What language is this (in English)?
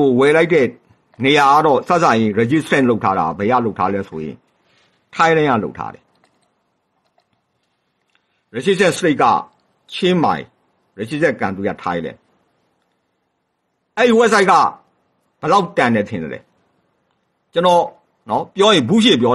Burmese